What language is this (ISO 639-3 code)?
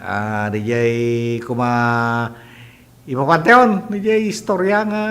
ilo